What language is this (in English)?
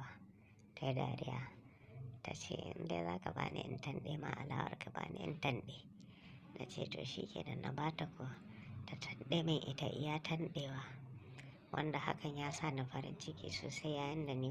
Hausa